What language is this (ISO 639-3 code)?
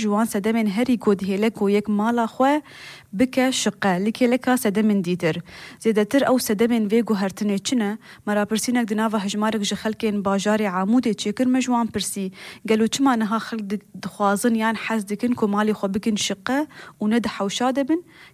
kur